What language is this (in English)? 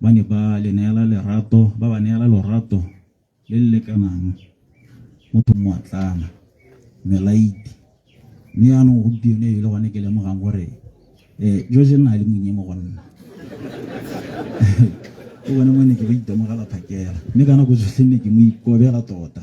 Tswana